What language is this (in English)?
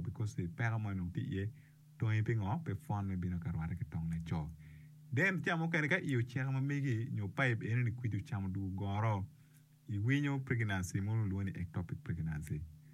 Acoli